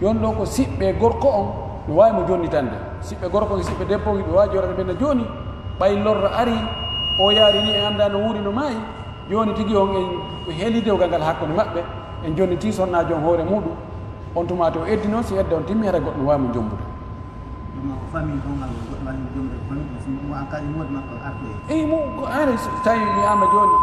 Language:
Pular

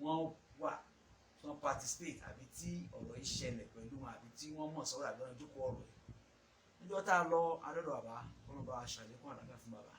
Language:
Yoruba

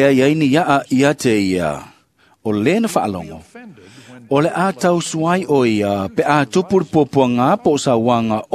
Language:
Samoan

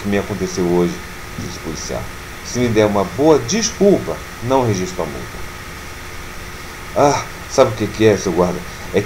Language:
Portuguese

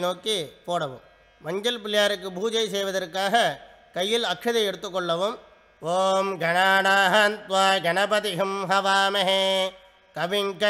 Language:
Tamil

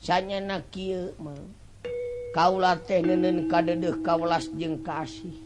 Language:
Sundanese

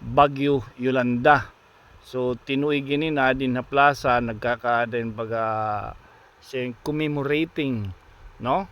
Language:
Waray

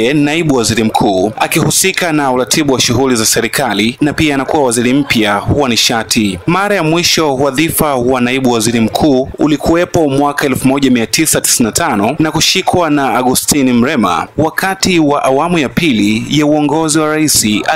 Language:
Swahili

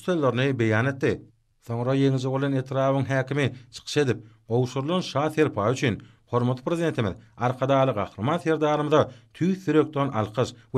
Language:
Turkmen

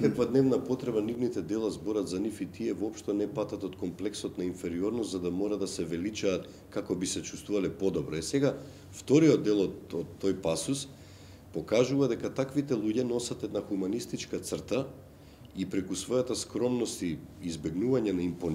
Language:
Macedonian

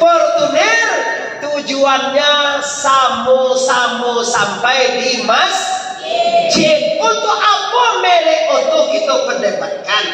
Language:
Minangkabau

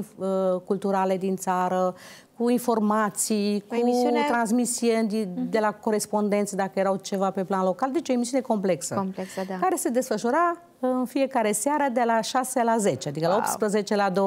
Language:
Romanian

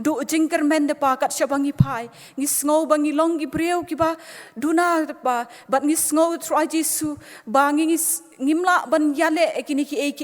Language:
Khasi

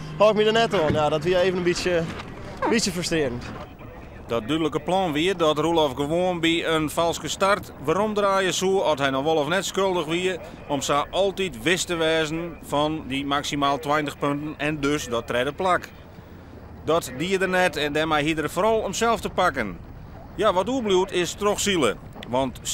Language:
Western Frisian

